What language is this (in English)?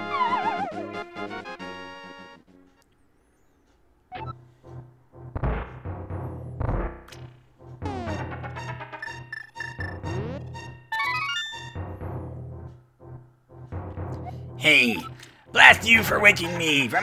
English